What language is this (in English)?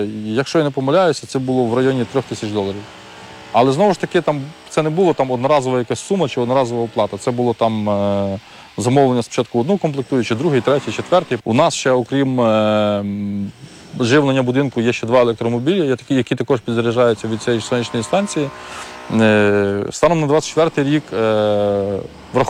Ukrainian